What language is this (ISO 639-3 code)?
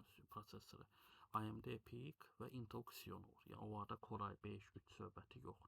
aze